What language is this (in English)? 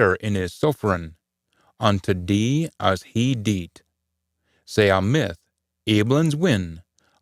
Scots